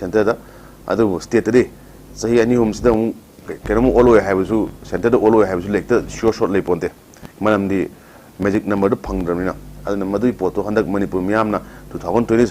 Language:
Manipuri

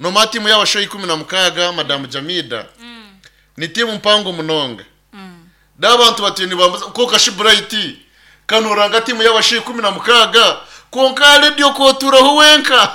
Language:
Nyankole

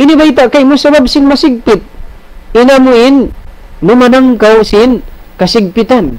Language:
Tausug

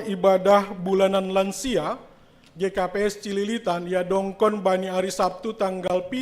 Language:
Batak Simalungun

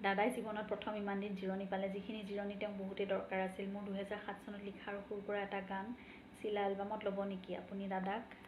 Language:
Assamese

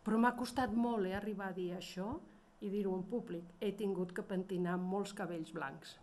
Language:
Catalan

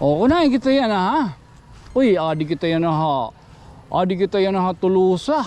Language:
Waray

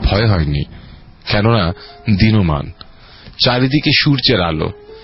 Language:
Bangla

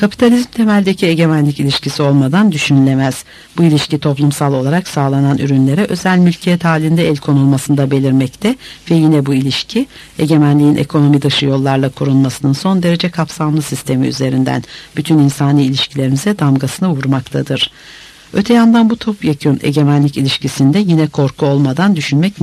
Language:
Turkish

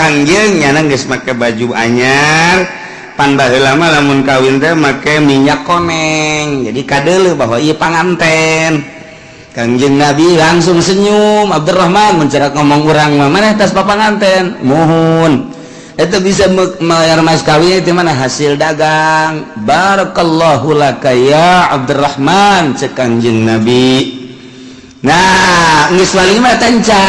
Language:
Sundanese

